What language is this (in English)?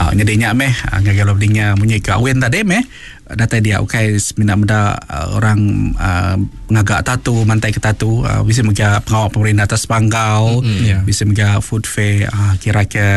Iban